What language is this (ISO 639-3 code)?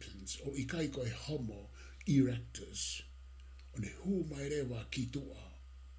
ton